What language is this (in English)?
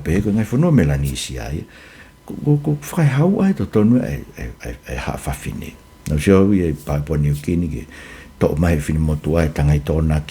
Tongan